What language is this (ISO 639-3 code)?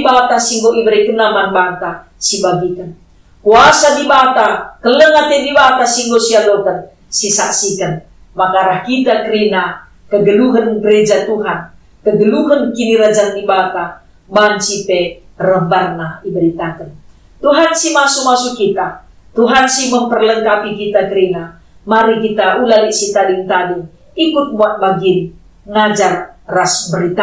btx